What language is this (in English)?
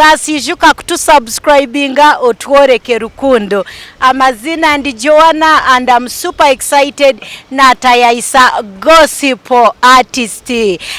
Nyankole